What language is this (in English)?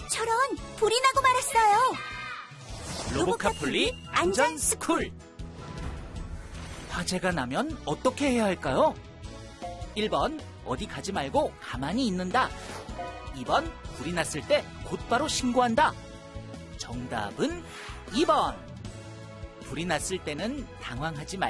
Korean